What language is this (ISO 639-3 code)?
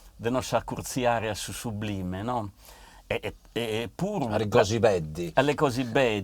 srd